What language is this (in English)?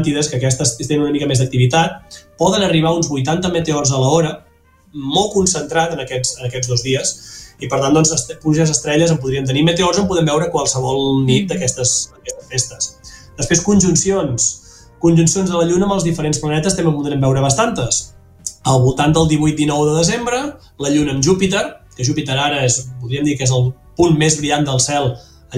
Catalan